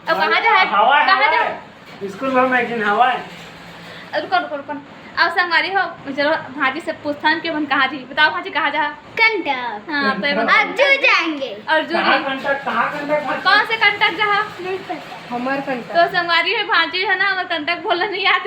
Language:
Chhattisgarhi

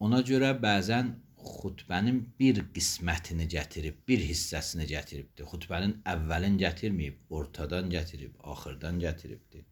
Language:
Azerbaijani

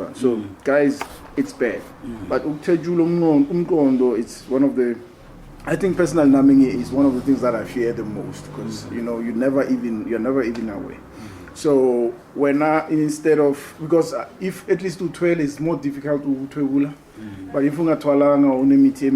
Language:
Zulu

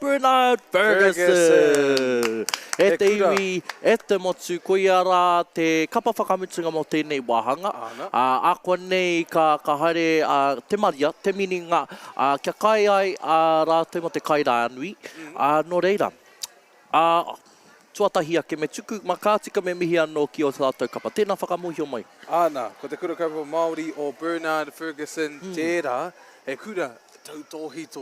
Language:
Māori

